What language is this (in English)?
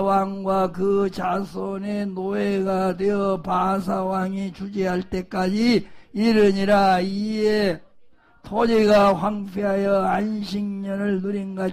Korean